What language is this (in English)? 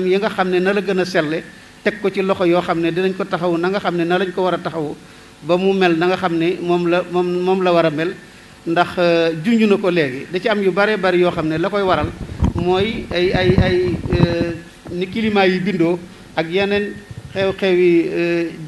Wolof